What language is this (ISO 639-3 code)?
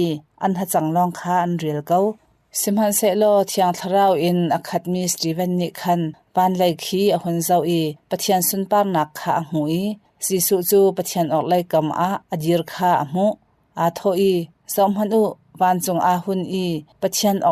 cnh